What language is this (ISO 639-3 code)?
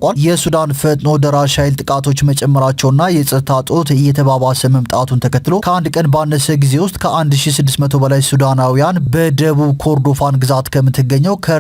amh